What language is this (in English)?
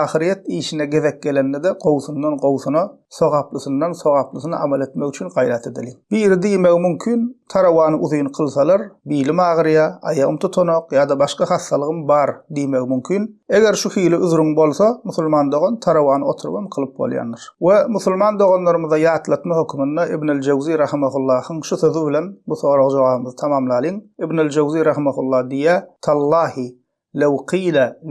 Turkmen